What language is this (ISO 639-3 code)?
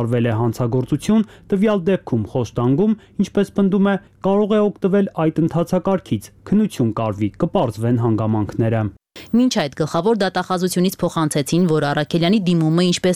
hye